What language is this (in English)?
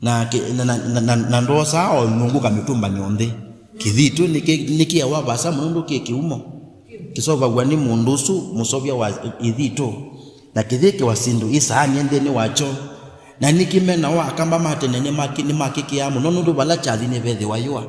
Kamba